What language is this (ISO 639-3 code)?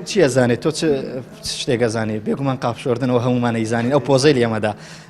ckb